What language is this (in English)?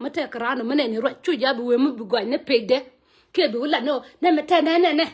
Nuer